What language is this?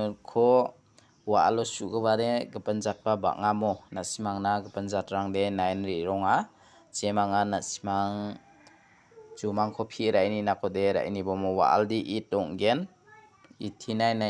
Garo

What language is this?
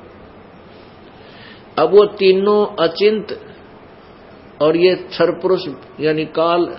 Hindi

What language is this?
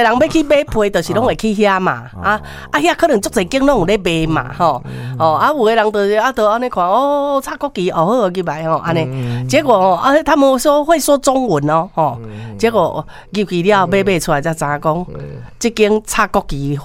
Min Nan Chinese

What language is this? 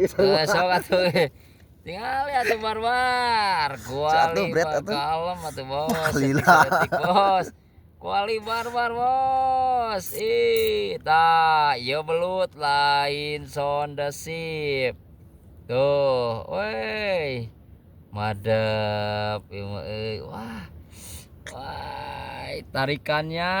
Sundanese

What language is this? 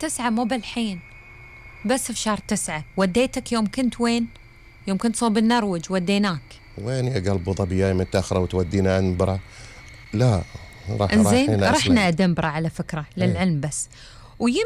Gulf Arabic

